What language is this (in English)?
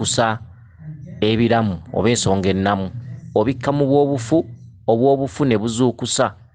Ganda